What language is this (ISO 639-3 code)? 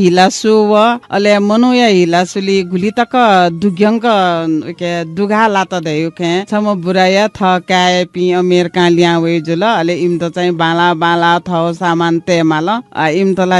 new